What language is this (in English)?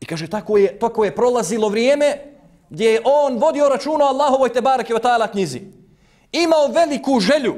Bosnian